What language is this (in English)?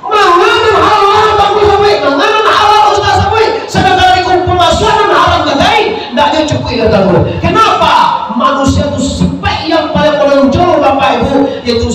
Minangkabau